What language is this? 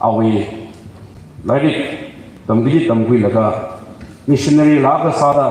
Tangkhul Naga (India)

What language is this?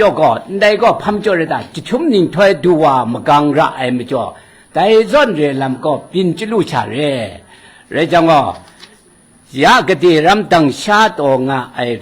Kachin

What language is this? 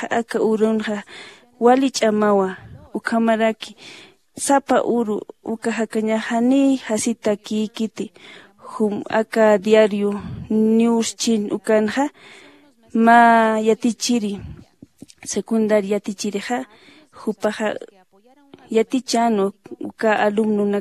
Aymara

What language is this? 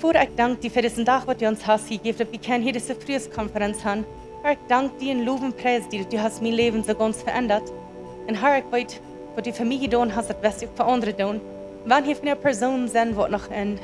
Plautdietsch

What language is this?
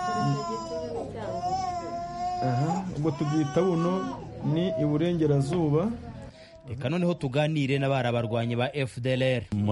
Kinyarwanda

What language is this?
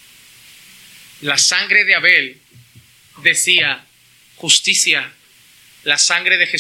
Spanish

